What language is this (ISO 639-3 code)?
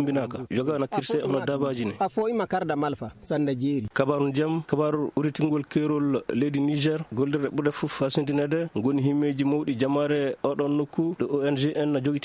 ful